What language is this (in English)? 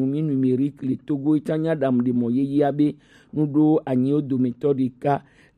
Gen